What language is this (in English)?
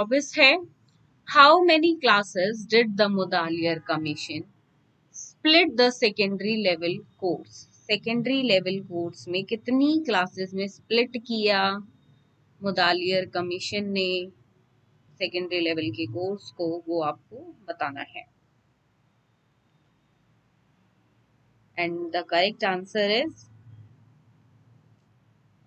Hindi